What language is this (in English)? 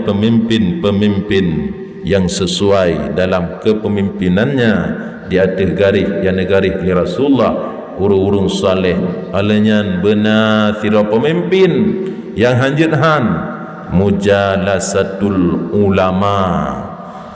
Achinese